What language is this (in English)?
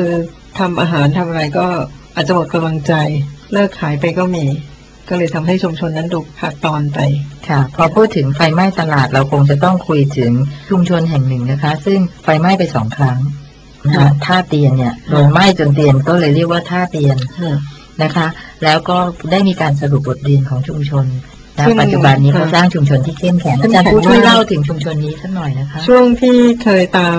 Thai